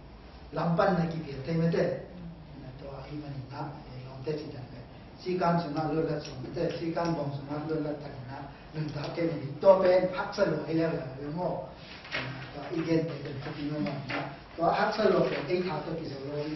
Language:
Tedim Chin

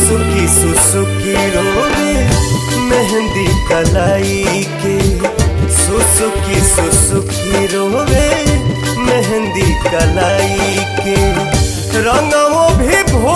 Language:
Bhojpuri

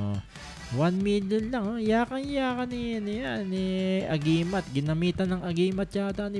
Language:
Filipino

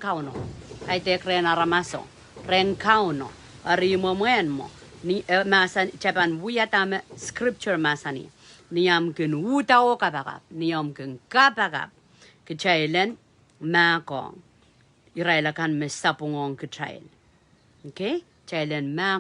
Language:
Pohnpeian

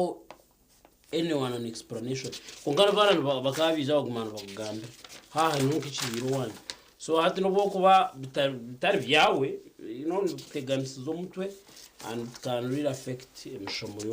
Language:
Nyankole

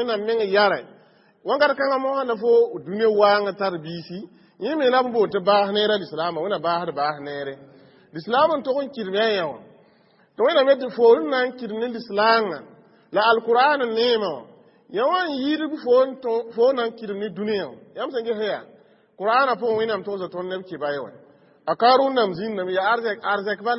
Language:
Mossi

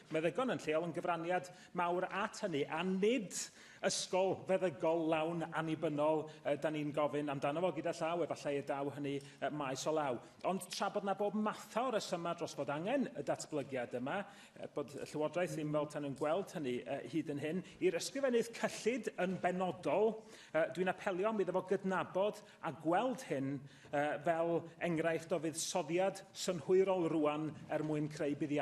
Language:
Welsh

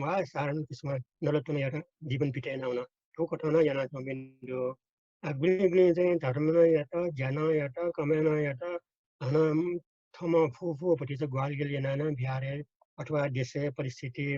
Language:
Newari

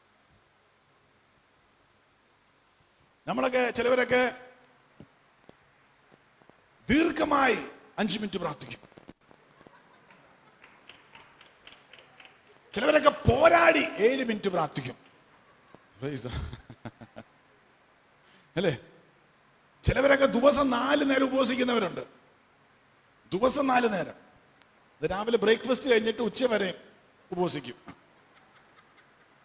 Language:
Malayalam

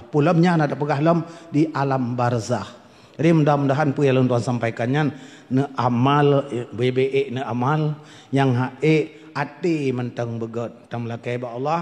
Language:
Achinese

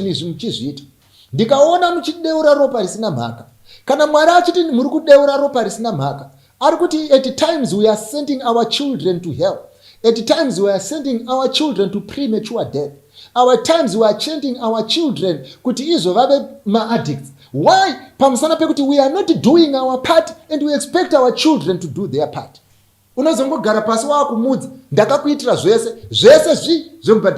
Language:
Shona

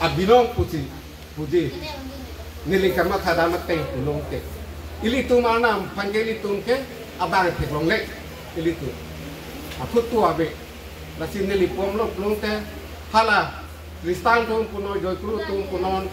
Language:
Karbi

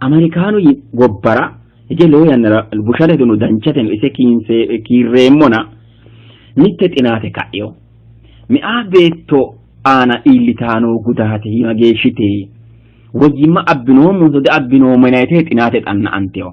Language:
Sidamo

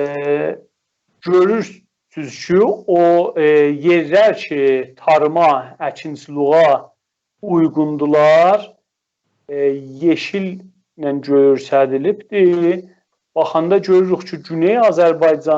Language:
South Azerbaijani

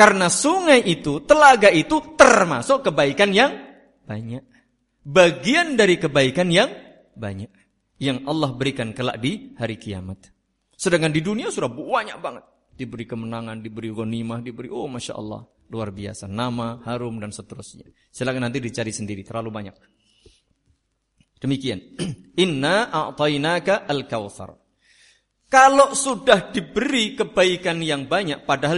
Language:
Indonesian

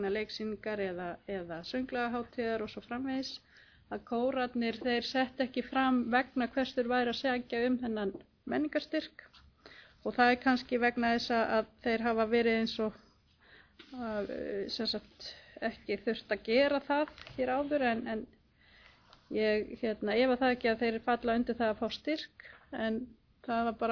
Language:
Icelandic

